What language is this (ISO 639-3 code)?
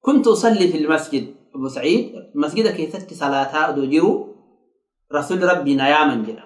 orm